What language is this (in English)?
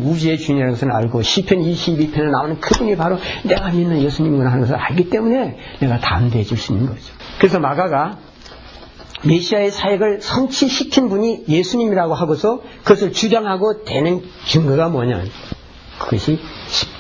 Korean